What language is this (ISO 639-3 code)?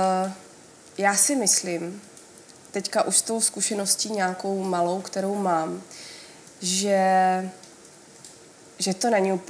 ces